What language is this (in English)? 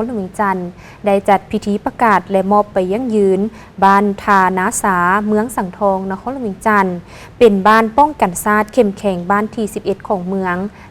Lao